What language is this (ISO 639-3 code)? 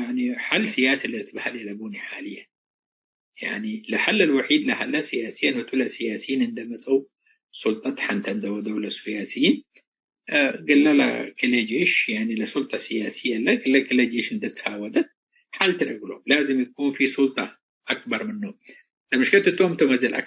tig